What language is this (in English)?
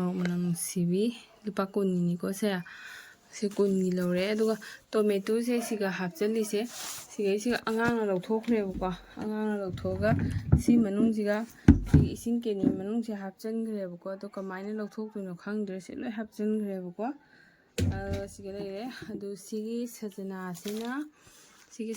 Manipuri